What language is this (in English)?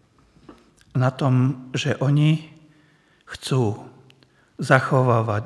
Slovak